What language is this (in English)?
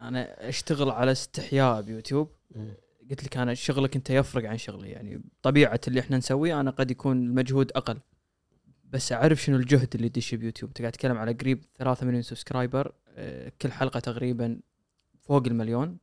Gulf Arabic